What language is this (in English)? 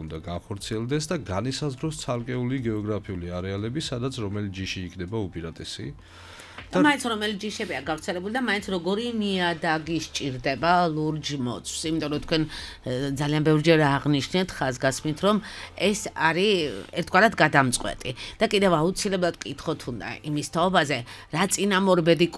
Georgian